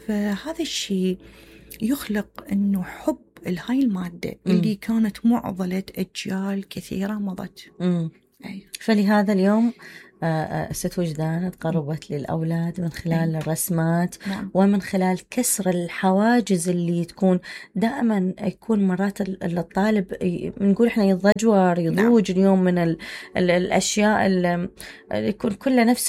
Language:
Mesopotamian Arabic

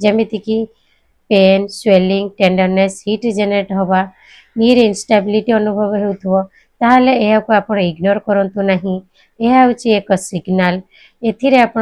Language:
Odia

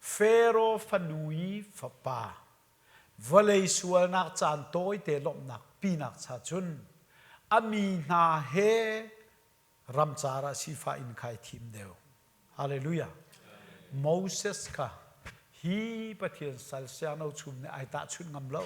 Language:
Hakha Chin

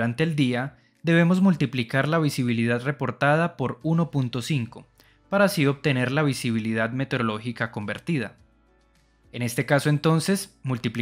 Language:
Spanish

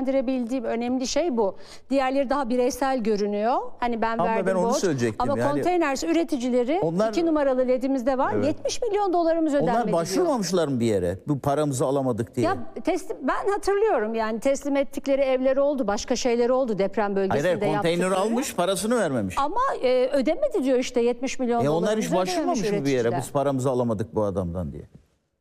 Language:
Turkish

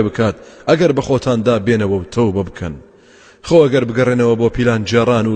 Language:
Central Kurdish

